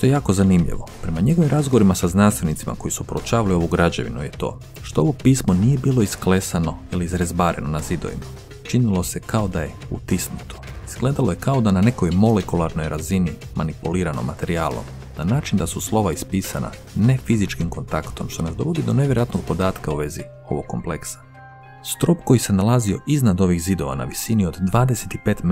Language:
Croatian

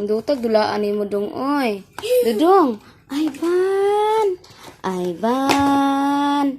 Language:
Cebuano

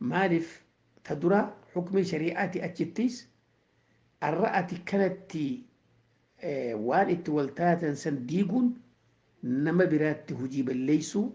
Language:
Oromo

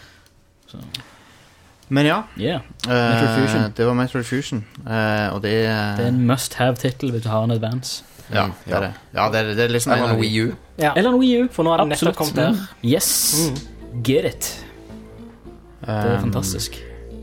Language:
Norwegian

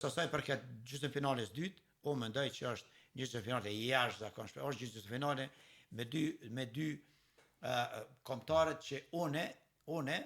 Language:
Albanian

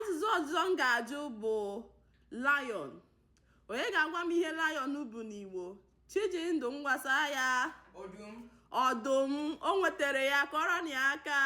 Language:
Igbo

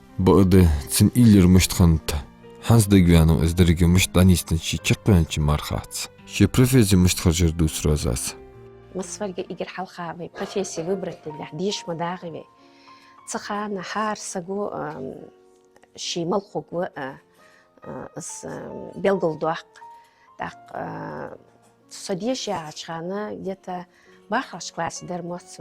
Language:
Ingush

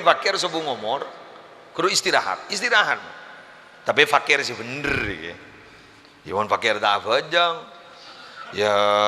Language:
Madurese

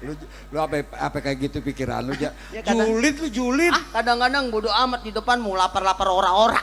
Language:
Betawi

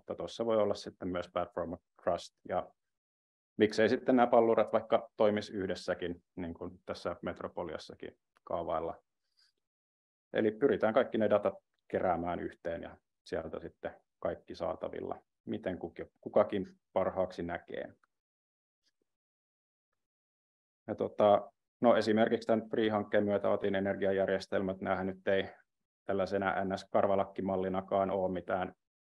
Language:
Finnish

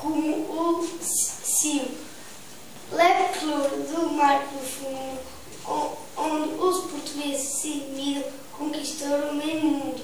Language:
Mirandese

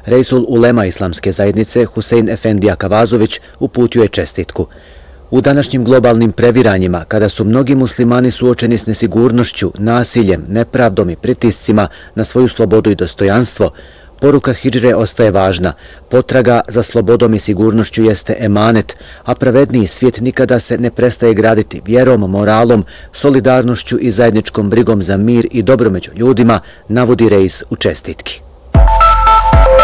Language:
Bosnian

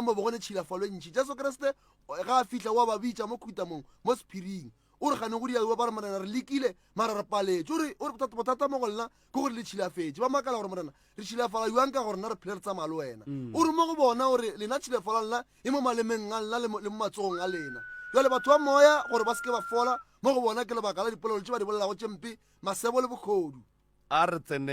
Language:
Northern Sotho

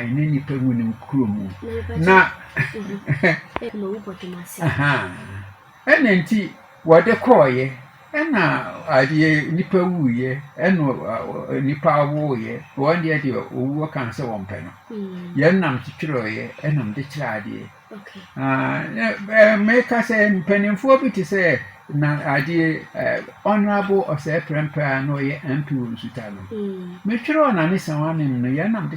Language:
Akan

